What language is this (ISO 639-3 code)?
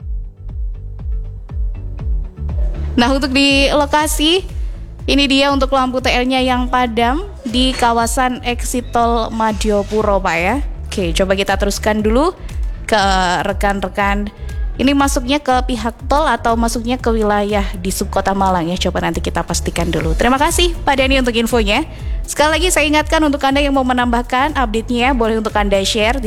ind